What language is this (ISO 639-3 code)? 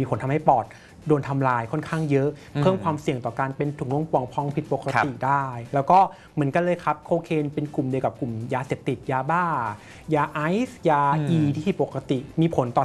tha